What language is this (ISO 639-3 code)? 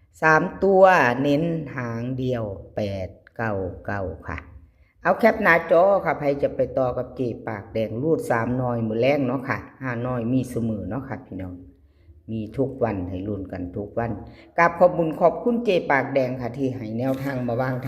tts